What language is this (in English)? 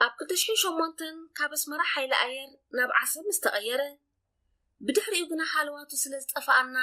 Tigrinya